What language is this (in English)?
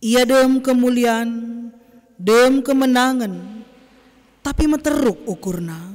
Batak Karo